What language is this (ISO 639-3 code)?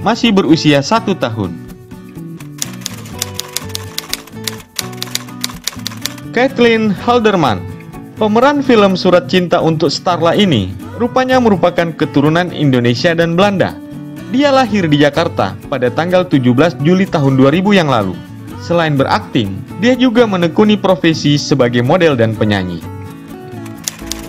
ind